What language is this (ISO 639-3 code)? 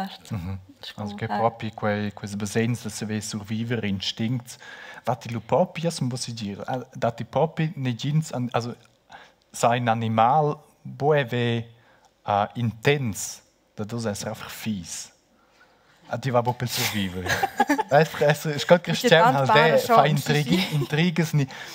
roh